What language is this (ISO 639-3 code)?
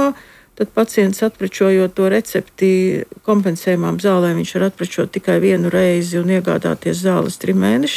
lav